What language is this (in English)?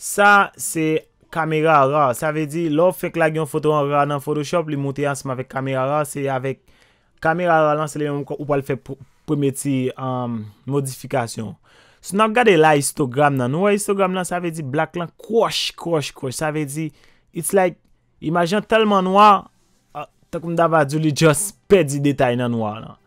Haitian Creole